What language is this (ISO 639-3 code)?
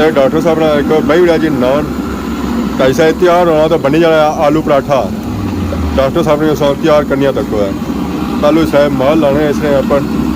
phr